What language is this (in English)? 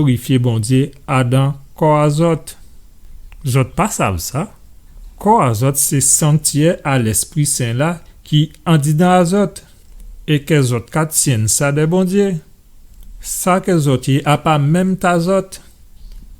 Guadeloupean Creole French